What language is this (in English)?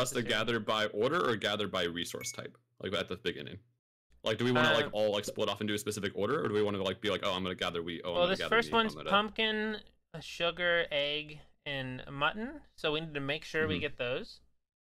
English